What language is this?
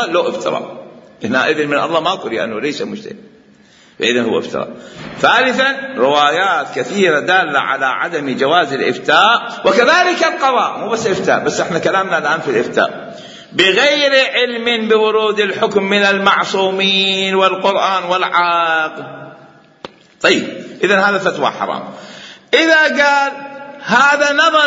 Mesopotamian Arabic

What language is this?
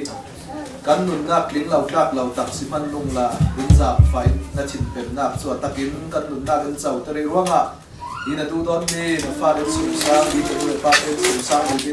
Hakha Chin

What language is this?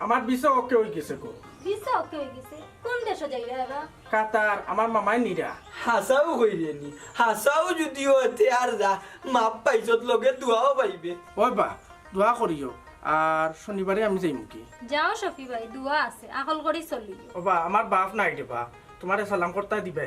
Sylheti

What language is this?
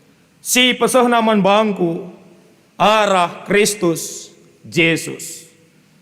Batak Karo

